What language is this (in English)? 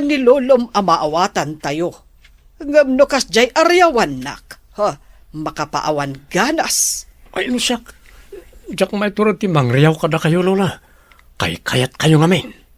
Iloko